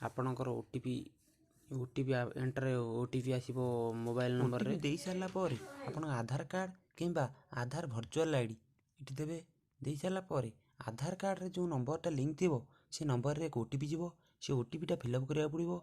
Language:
Odia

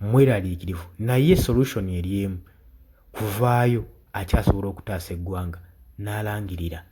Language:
Ganda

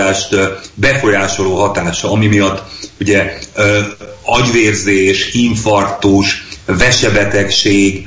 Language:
Hungarian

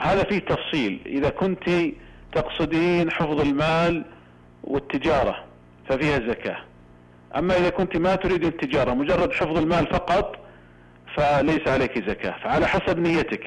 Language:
Najdi Arabic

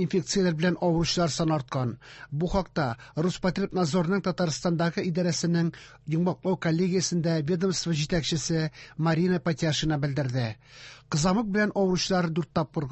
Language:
Tatar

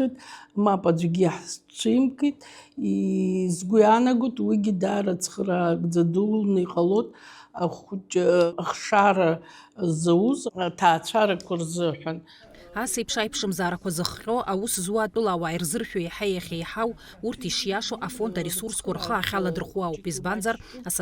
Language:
Abkhazian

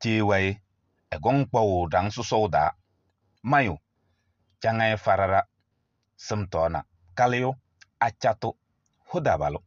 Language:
Kabiyè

